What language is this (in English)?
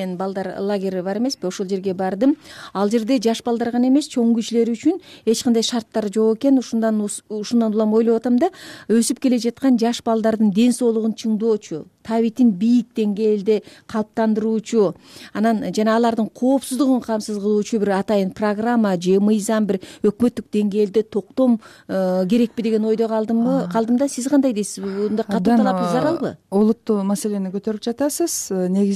Kyrgyz